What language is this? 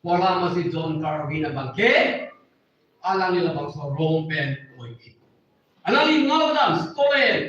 Karbi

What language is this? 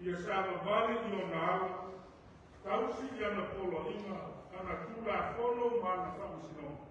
Samoan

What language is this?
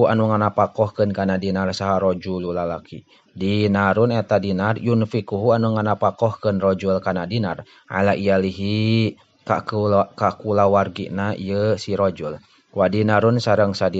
Sundanese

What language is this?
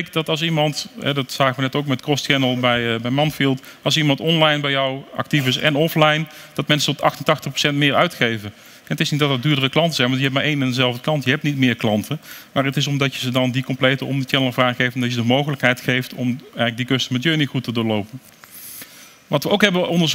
Dutch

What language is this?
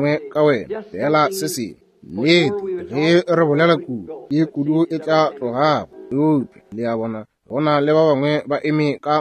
Northern Sotho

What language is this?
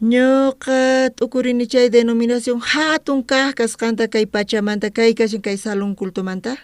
South Bolivian Quechua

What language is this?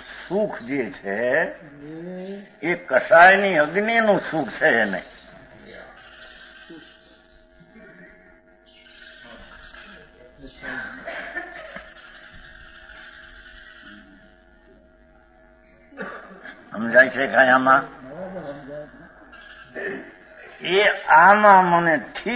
Gujarati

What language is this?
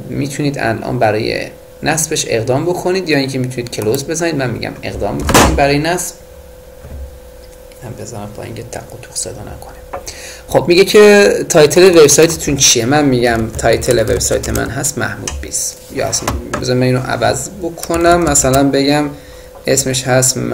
Persian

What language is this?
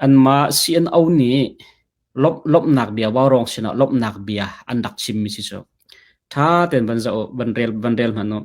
Hakha Chin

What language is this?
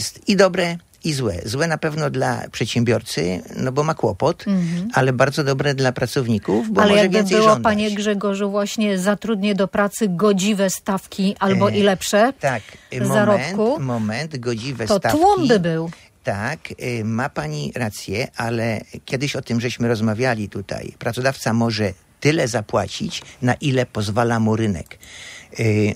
Polish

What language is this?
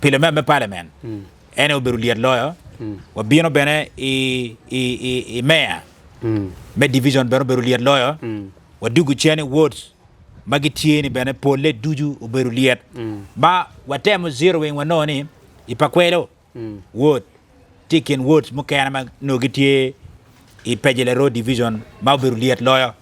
Acoli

